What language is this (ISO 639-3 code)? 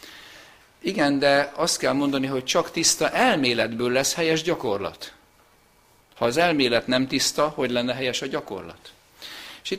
hun